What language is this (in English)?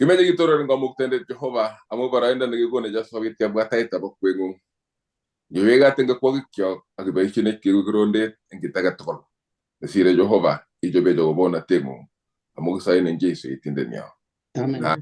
Kalenjin